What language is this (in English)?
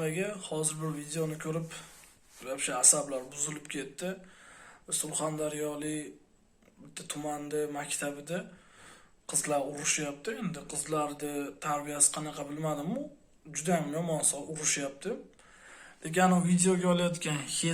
Uzbek